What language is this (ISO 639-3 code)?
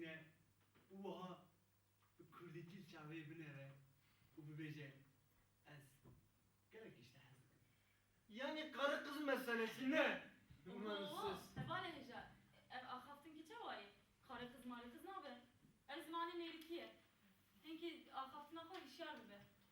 kur